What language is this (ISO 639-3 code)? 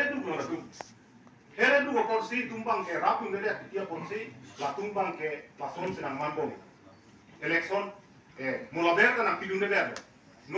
mjw